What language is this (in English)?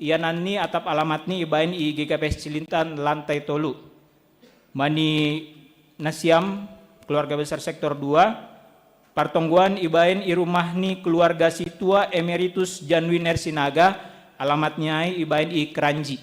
Batak Simalungun